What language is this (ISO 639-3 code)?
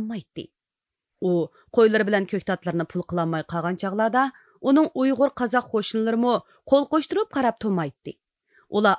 uig